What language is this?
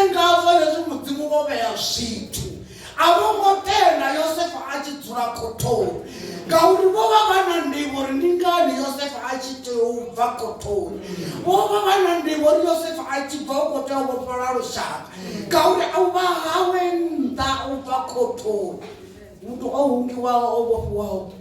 Venda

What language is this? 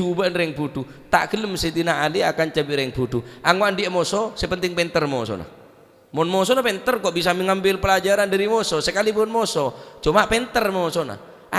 Madurese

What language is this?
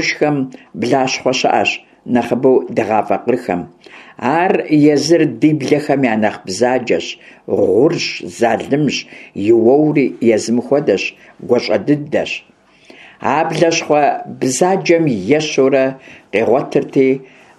Kabardian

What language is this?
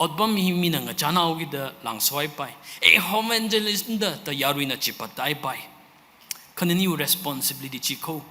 Tangkhul Naga (India)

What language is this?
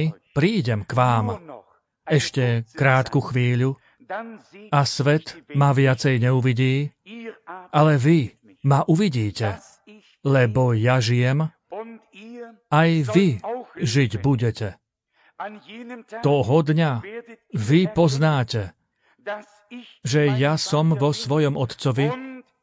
Slovak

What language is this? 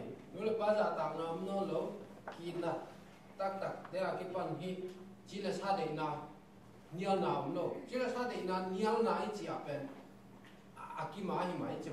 Tedim Chin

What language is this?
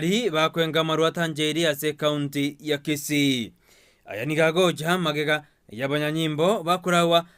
Gusii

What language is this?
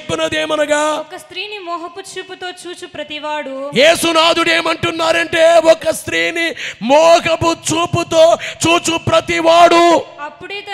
Telugu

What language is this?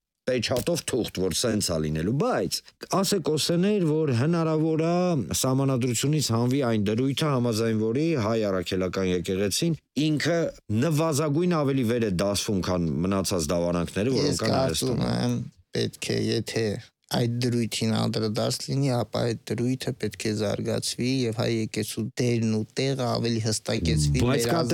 Armenian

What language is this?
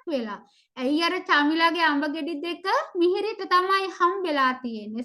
Sinhala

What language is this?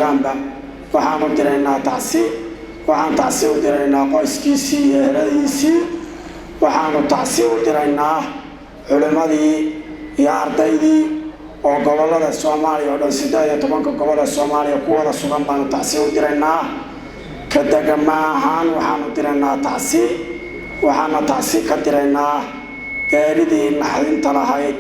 Somali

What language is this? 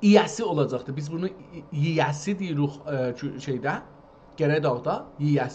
South Azerbaijani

